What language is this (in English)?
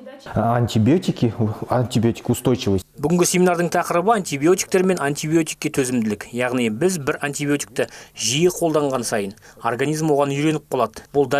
Kazakh